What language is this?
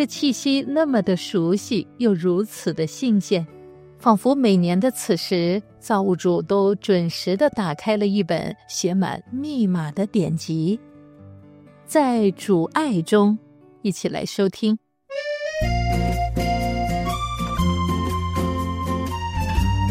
Chinese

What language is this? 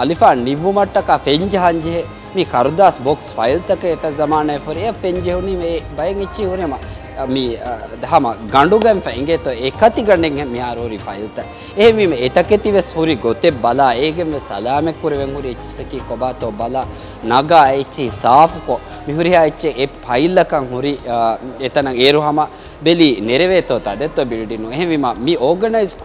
Divehi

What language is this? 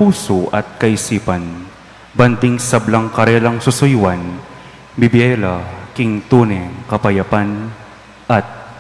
Pampanga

